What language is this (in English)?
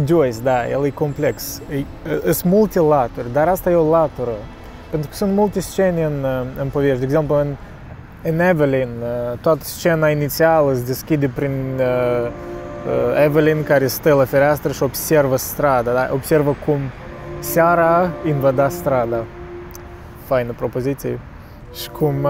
Romanian